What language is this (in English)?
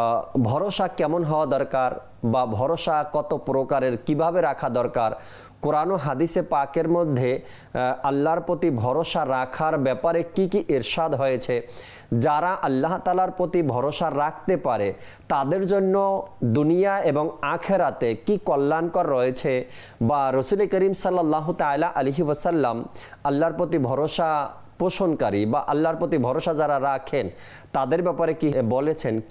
Bangla